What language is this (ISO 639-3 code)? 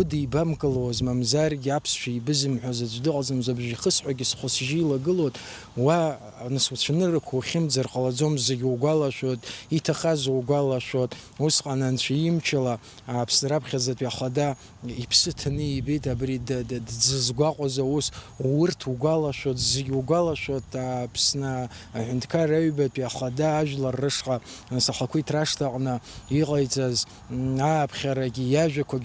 abk